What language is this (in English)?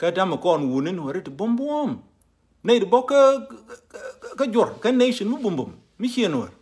Nuer